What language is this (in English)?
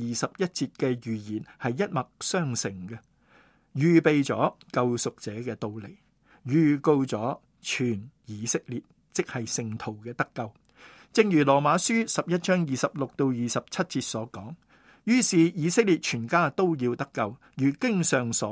Cantonese